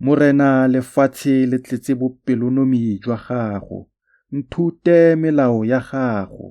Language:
Tswana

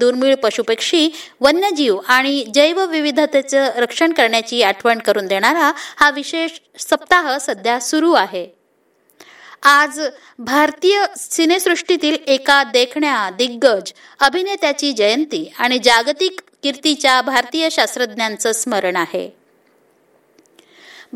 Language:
Marathi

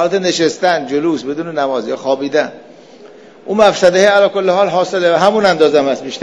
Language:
Persian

